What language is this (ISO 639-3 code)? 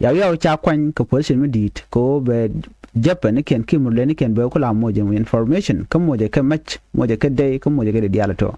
nus